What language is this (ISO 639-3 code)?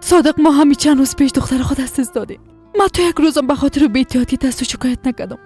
fas